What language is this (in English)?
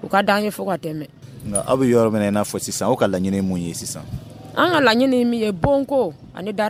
Dyula